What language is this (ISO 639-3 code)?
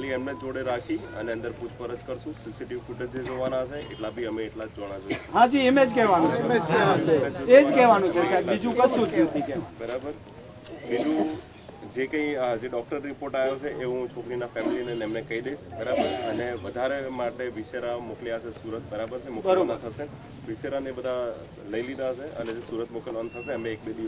guj